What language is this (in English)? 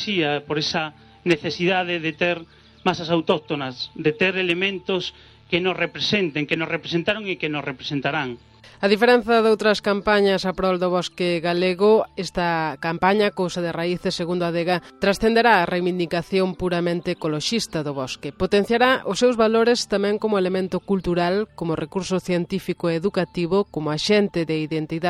Galician